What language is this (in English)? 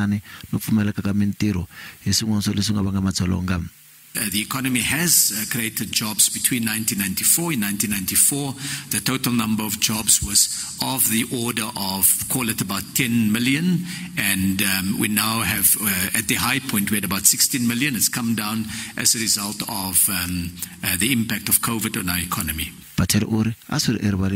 Tsonga